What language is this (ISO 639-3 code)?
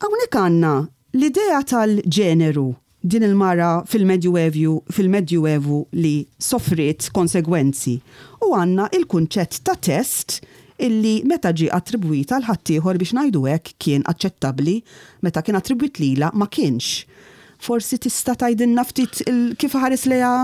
mlt